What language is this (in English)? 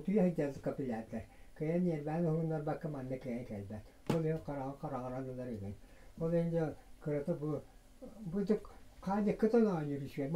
Yakut